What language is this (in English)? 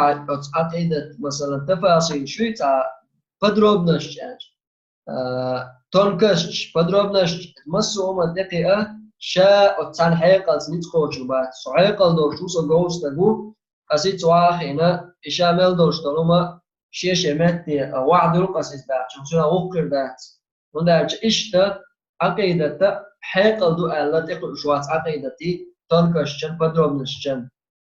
Chechen